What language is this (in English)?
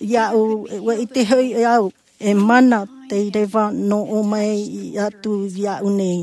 Tahitian